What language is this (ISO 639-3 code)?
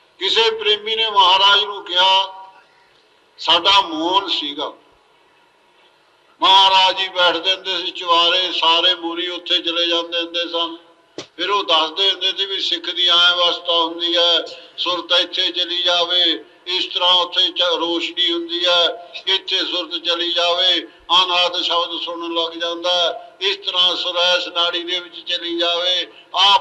pan